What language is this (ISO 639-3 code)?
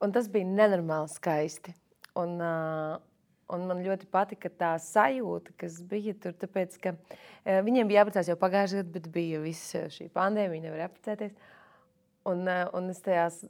lav